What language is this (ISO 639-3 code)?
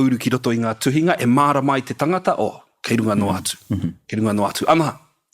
mri